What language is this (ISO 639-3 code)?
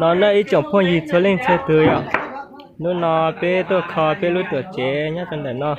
hmn